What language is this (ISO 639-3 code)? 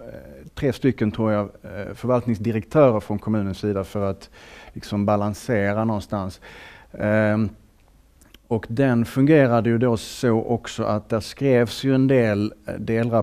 swe